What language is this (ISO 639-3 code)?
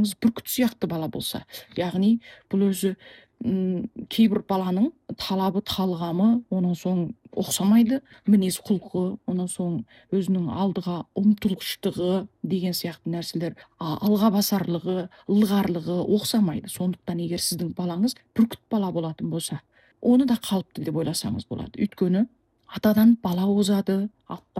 kaz